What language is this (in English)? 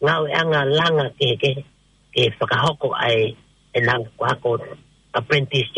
Tongan